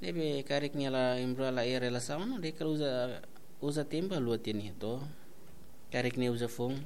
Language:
Tetum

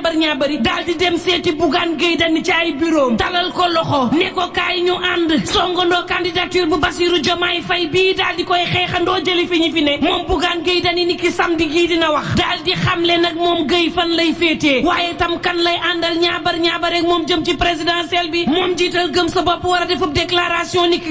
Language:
Wolof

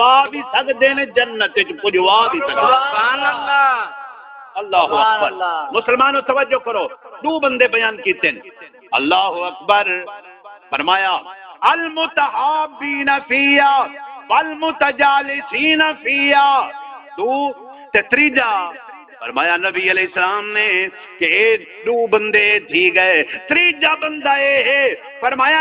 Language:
Saraiki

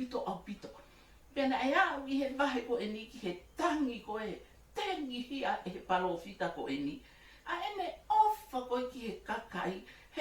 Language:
Tongan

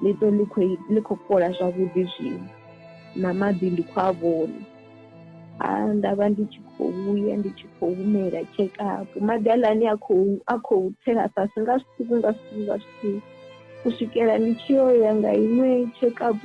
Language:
Venda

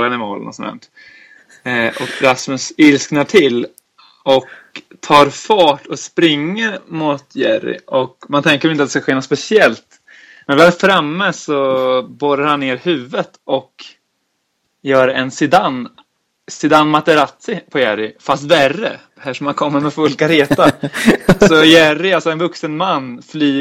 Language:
Swedish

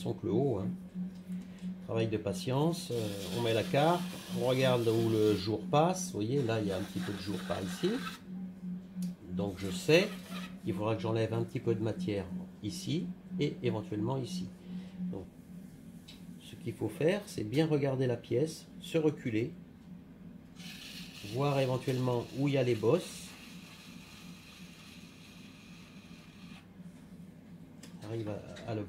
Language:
French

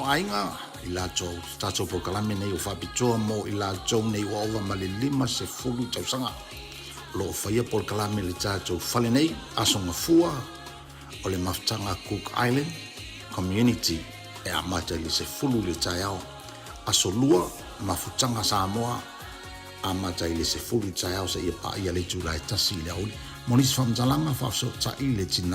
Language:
Samoan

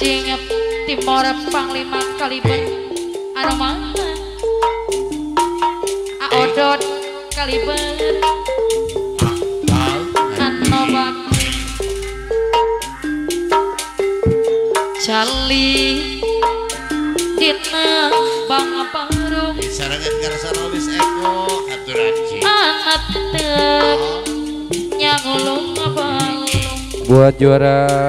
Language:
Indonesian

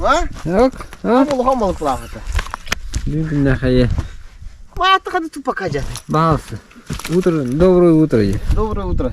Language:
Yakut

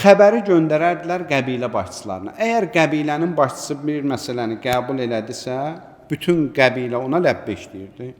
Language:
Azerbaijani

